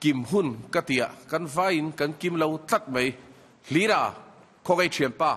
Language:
Mizo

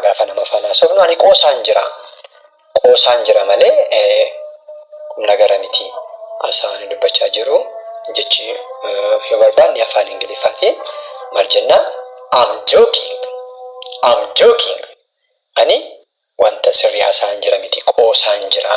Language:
Oromo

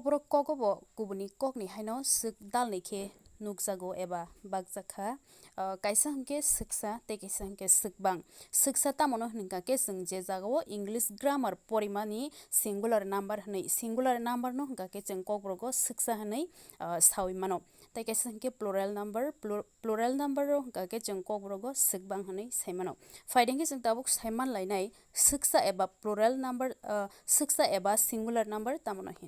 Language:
Kok Borok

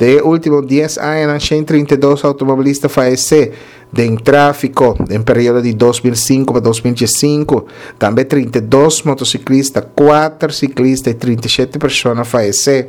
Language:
Papiamento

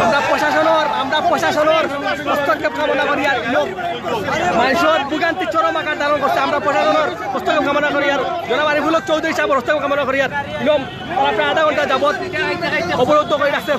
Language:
Sylheti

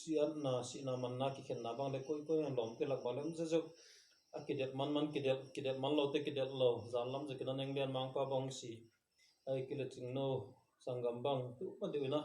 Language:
Tedim Chin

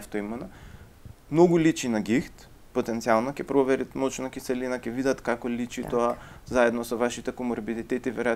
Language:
Macedonian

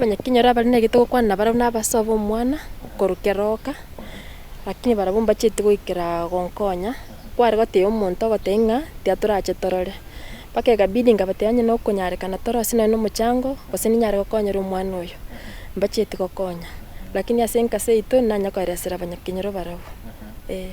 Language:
Gusii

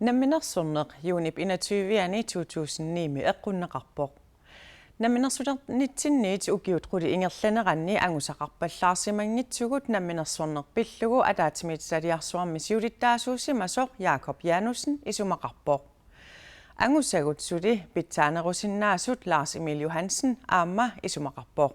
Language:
Kalaallisut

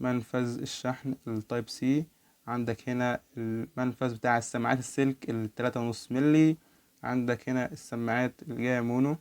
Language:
Egyptian Arabic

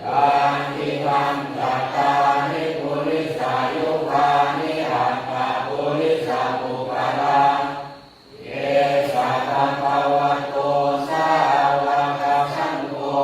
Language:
Pali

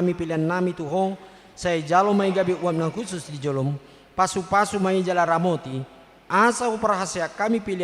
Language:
Batak Toba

